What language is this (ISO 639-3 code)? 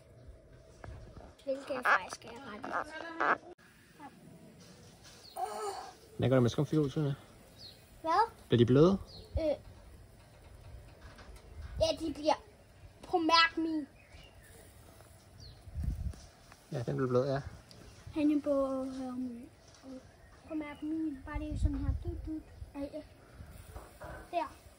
dan